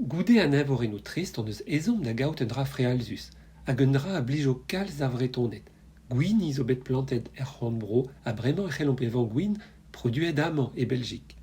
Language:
Breton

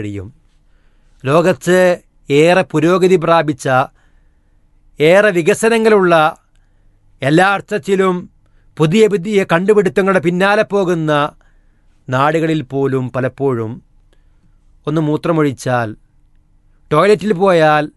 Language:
Malayalam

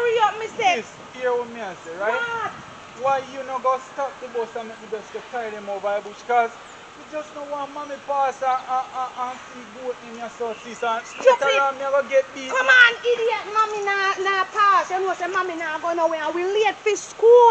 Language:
Jamaican Creole English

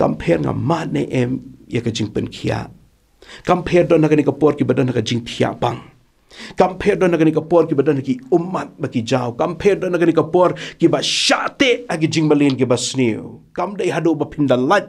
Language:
Khasi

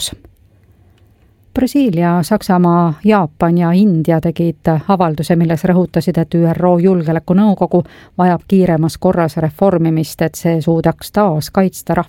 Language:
Estonian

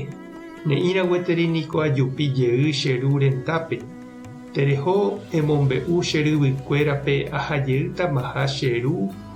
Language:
Guarani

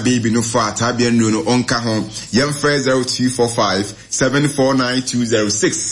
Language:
Akan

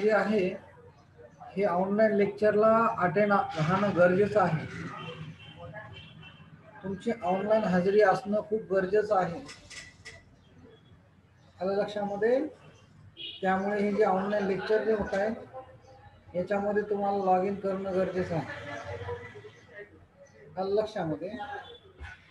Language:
Marathi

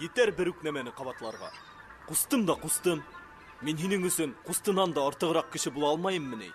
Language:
Bashkir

